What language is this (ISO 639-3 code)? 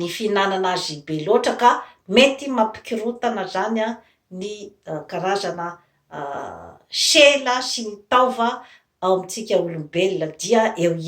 mlg